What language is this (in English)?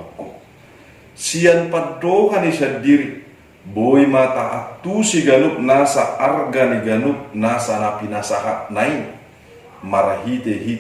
Batak Toba